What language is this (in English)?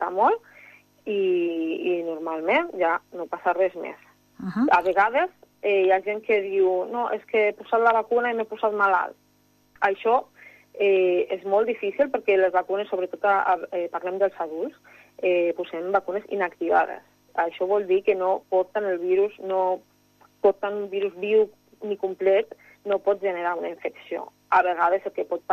Catalan